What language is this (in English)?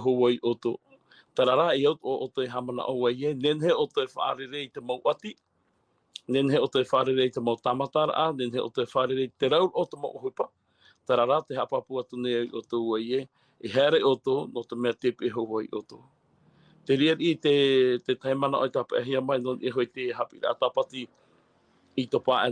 Tahitian